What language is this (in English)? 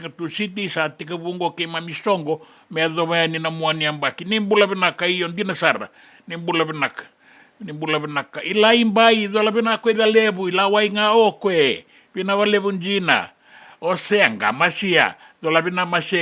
Fijian